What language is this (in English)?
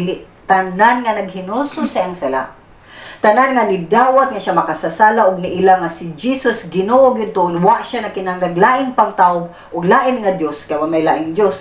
Cebuano